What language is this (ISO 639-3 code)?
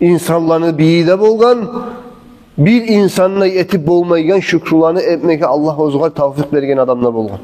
kum